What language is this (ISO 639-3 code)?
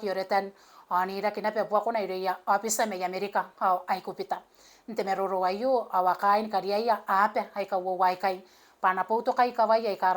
gil